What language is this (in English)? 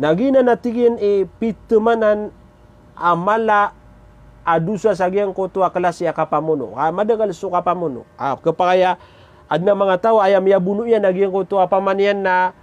Maranao